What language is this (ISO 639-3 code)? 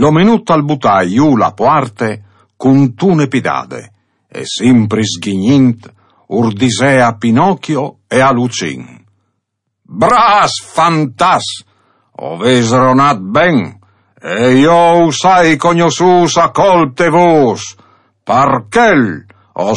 fur